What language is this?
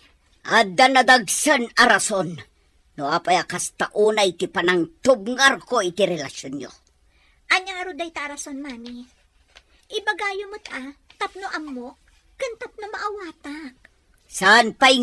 Iloko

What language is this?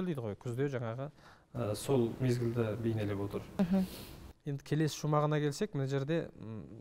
Kazakh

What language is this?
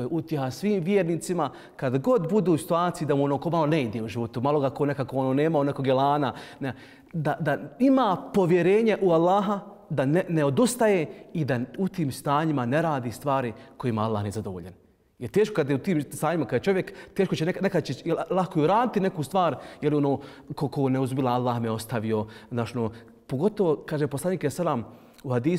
Bosnian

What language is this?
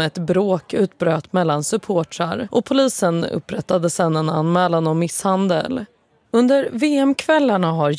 Swedish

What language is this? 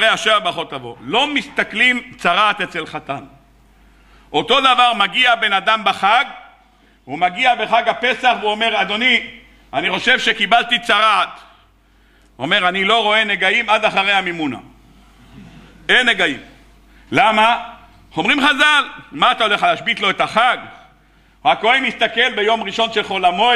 Hebrew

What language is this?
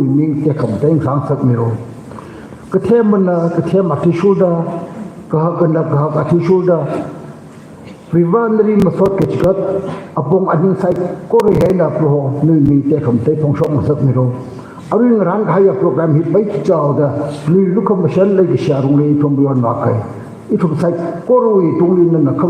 Tangkhul Naga (India)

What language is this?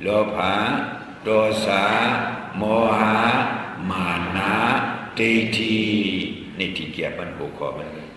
Shan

